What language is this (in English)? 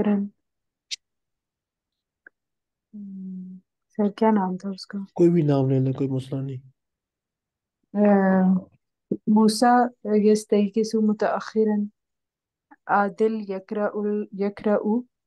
Urdu